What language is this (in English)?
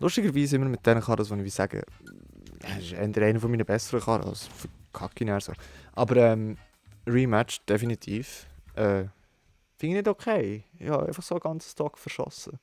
Swiss German